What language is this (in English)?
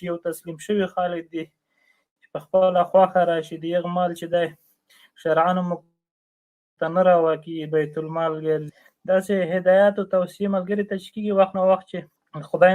Pashto